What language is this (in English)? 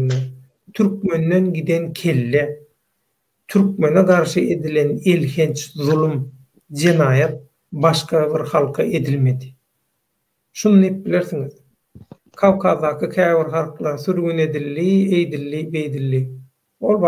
Turkmen